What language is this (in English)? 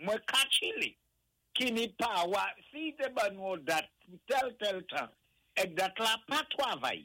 Saint Lucian Creole French